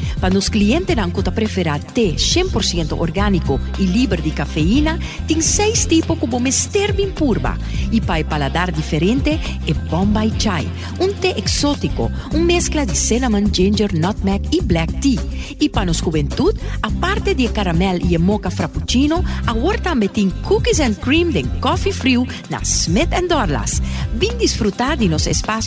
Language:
Papiamento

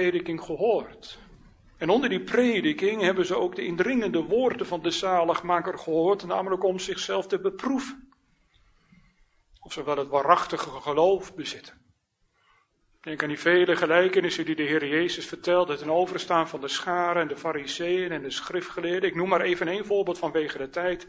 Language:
Dutch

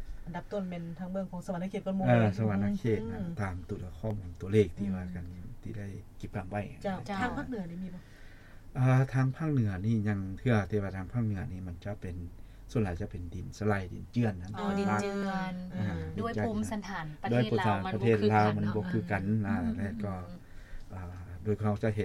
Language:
Lao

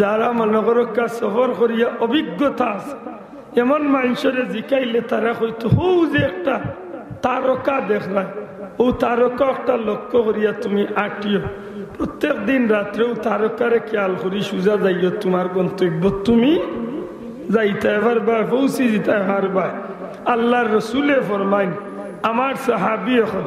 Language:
Sylheti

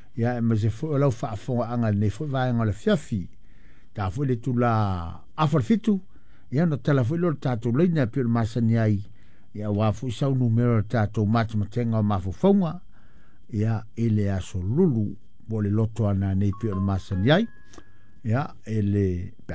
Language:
Samoan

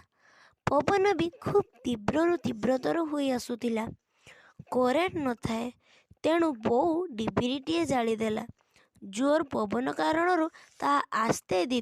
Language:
Odia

